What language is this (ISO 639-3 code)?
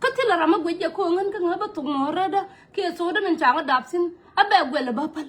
nus